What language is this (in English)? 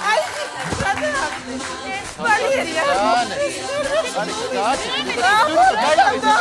Georgian